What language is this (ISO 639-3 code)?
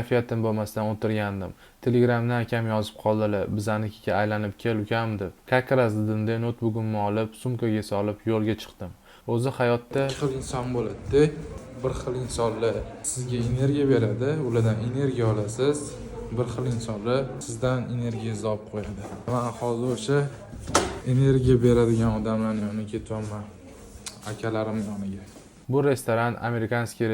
uzb